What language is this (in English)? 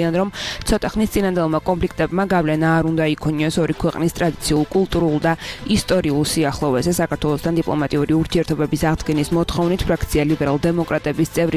Georgian